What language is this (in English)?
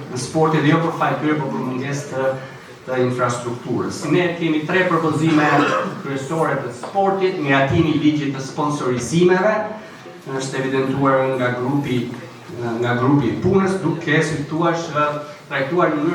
Albanian